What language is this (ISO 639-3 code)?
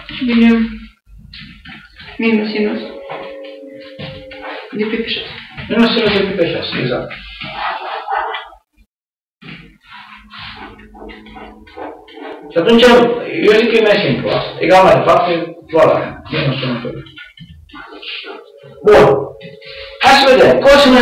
ron